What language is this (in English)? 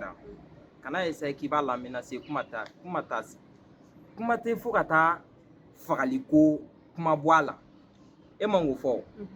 Bambara